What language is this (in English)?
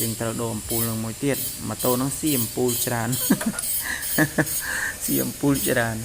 Khmer